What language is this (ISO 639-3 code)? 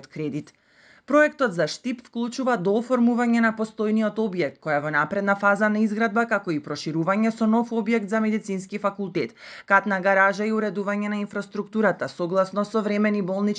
mkd